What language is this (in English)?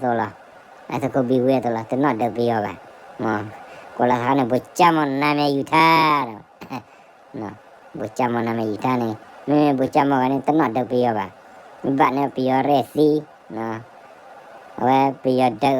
S'gaw Karen